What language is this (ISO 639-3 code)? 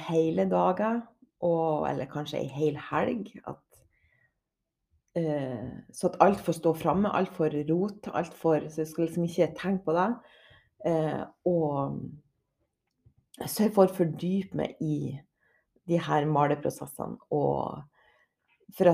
nor